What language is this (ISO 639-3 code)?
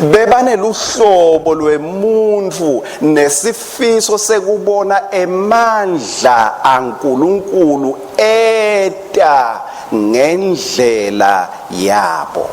ssw